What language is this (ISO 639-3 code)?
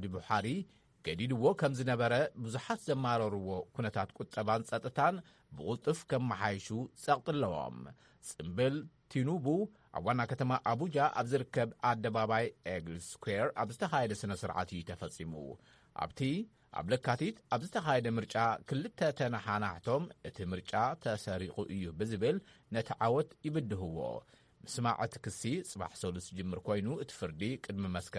tir